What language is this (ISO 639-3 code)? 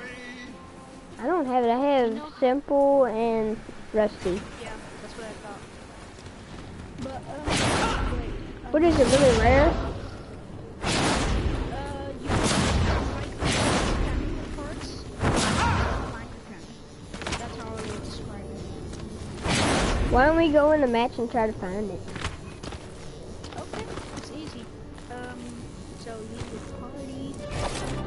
eng